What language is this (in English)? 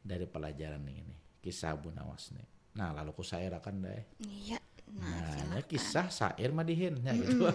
Banjar